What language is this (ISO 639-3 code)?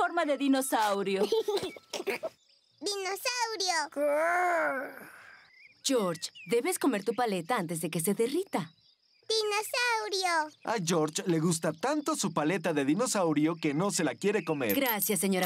spa